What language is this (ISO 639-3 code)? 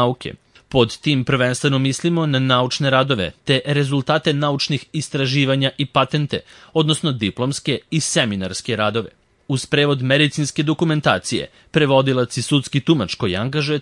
srp